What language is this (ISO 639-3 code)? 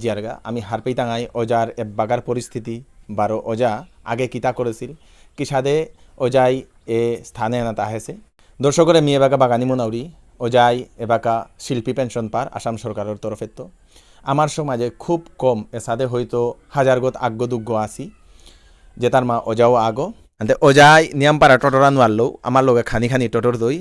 bpy